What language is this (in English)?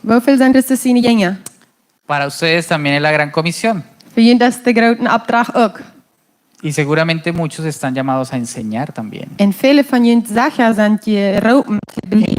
Plautdietsch